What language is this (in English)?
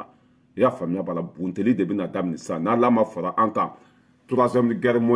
Bambara